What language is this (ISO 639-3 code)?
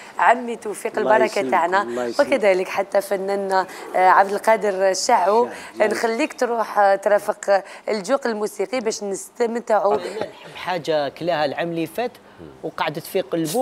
arq